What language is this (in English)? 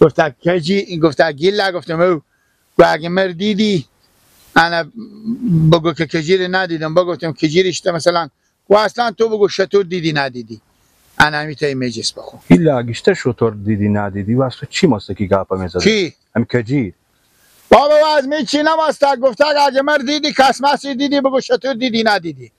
Persian